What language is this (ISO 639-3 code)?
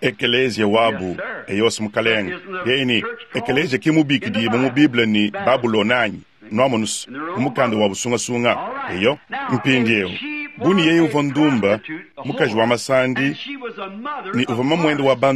lua